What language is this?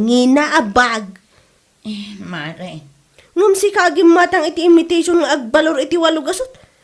Iloko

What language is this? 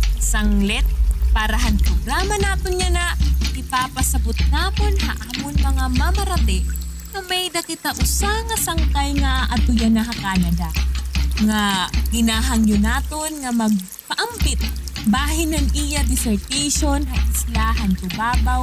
Waray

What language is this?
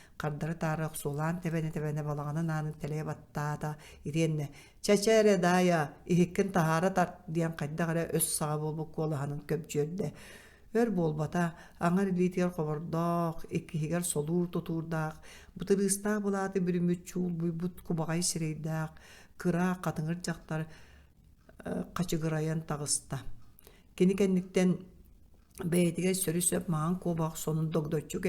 Yakut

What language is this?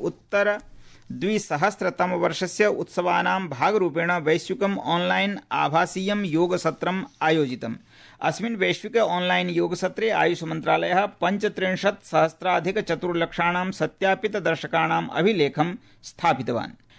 Sanskrit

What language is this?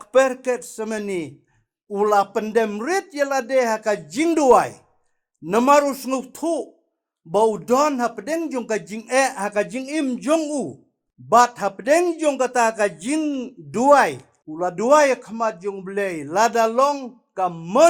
Khasi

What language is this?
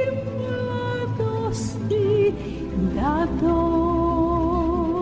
Serbian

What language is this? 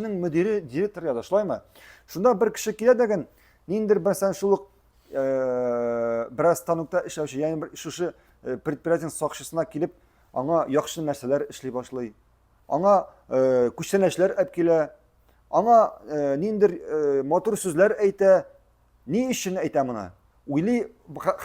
Tatar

